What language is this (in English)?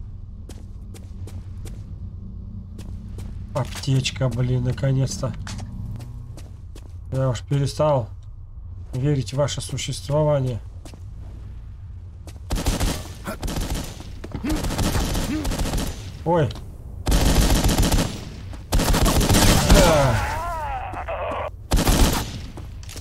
Russian